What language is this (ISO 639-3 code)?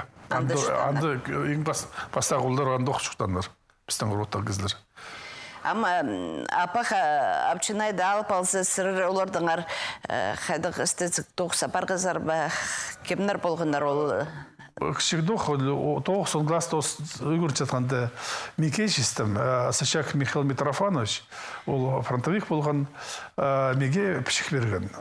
kjh